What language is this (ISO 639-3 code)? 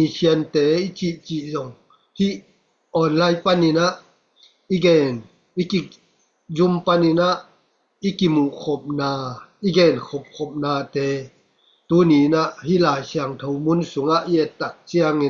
ctd